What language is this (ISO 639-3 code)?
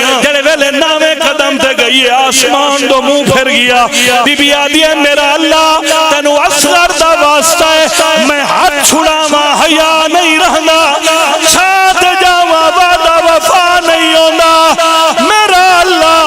phr